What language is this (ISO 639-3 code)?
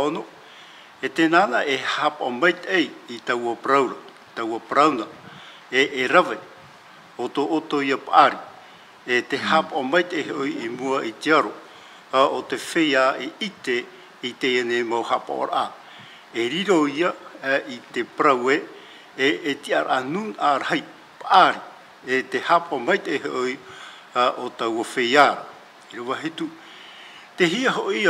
tah